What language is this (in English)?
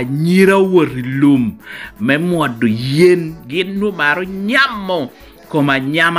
Lango (Uganda)